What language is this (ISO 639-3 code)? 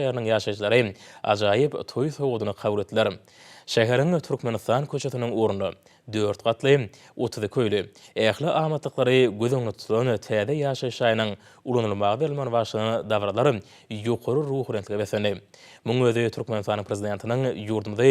tuk